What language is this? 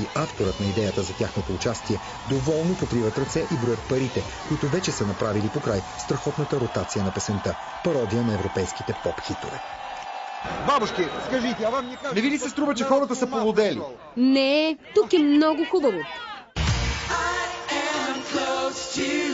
Bulgarian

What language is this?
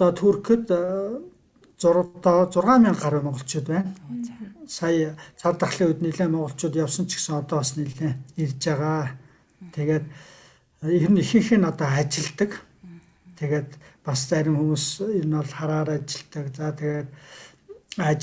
Mongolian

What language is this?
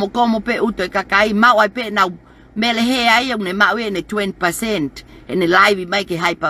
Tongan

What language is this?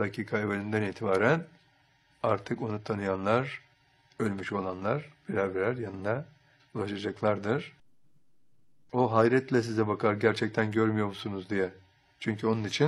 Turkish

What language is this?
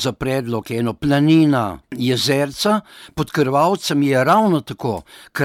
Slovenian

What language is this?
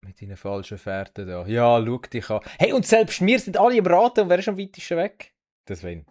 Swiss German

